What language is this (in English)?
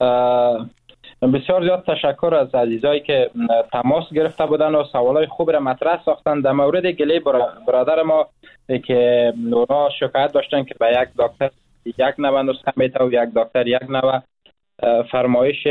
Persian